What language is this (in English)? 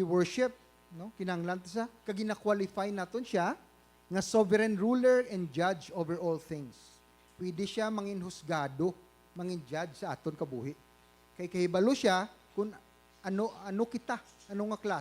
Hiligaynon